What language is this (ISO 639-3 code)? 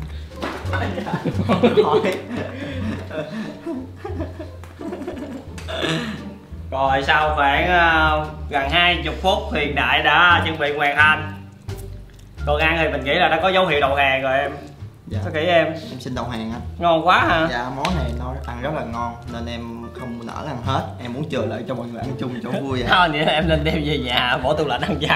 vie